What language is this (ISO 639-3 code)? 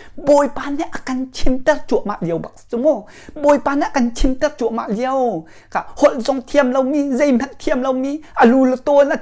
cnh